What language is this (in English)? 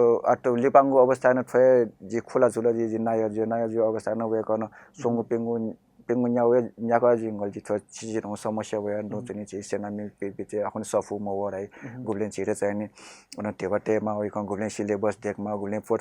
Newari